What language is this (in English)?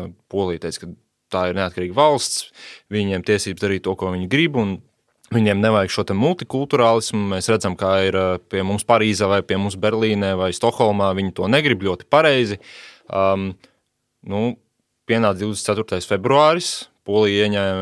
Latvian